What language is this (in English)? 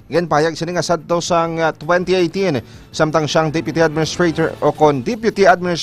Hiligaynon